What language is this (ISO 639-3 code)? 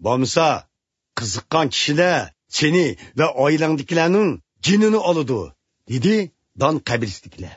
uig